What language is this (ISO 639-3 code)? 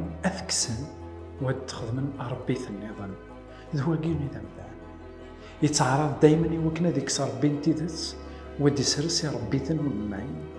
kab